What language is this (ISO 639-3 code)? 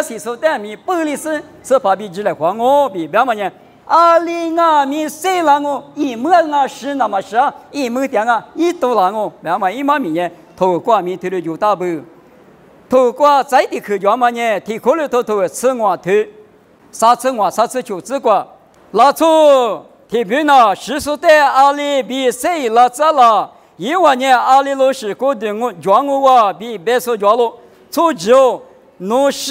lis